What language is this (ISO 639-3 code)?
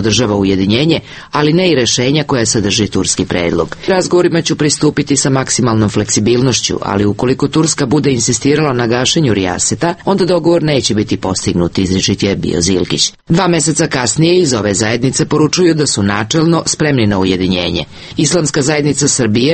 srp